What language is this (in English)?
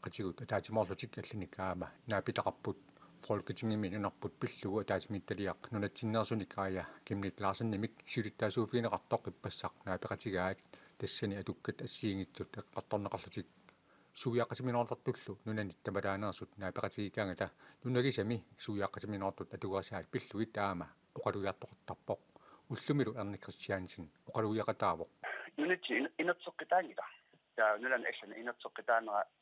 Kalaallisut